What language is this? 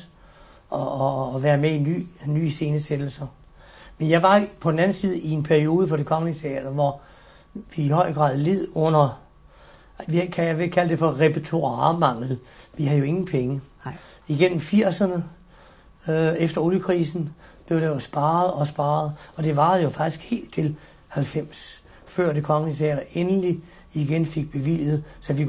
Danish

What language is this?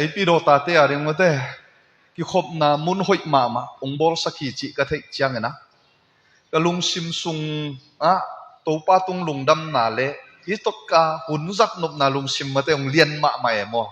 Tedim Chin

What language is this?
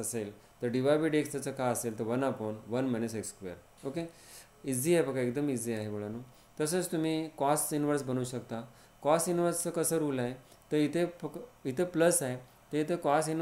Marathi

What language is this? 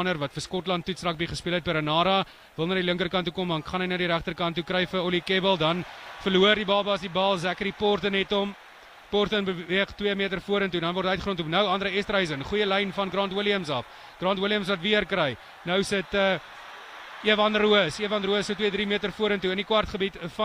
Afrikaans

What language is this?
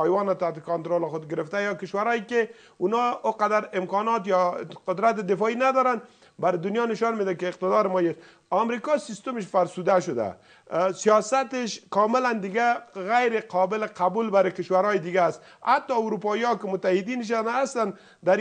Persian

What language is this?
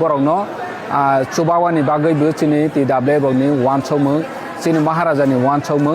Kok Borok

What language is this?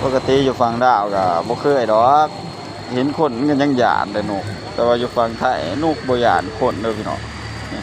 Lao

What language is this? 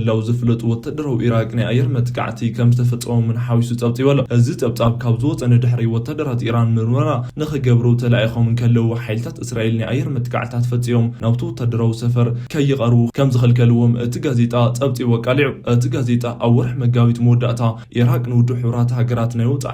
Tigrinya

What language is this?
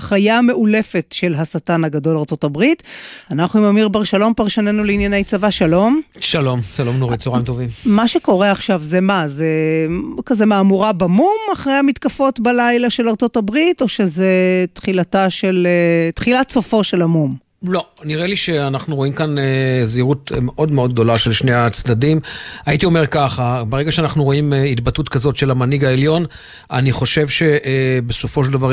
Hebrew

